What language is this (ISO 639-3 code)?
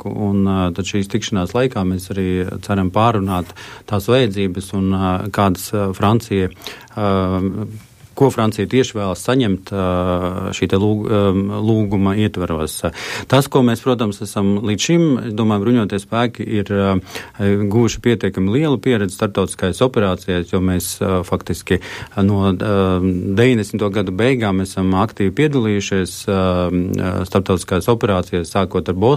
lav